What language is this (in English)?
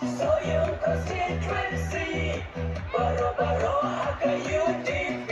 Khasi